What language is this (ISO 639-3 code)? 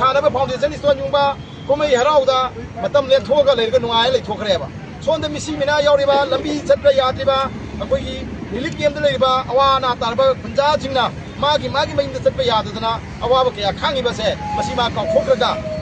mni